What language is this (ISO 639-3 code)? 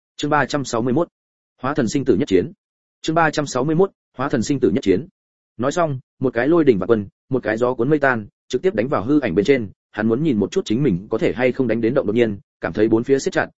vie